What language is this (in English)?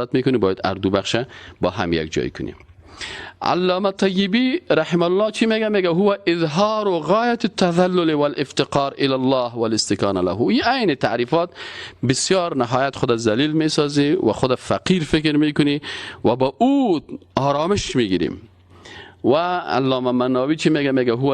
Persian